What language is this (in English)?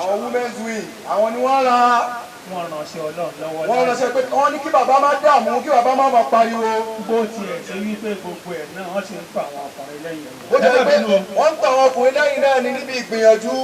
Yoruba